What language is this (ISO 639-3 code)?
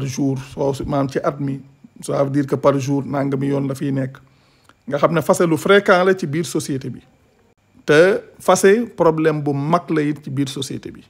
wol